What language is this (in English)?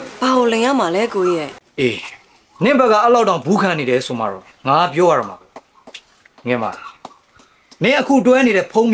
Burmese